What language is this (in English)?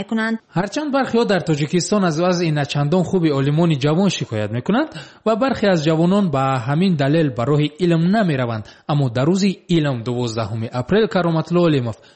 Tajik